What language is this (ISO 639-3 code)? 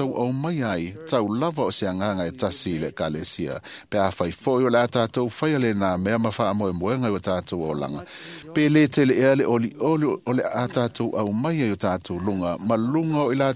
smo